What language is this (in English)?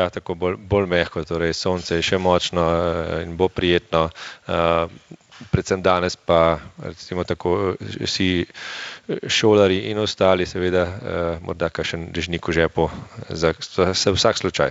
Slovenian